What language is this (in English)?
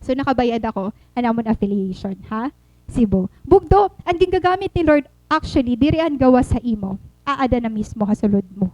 Waray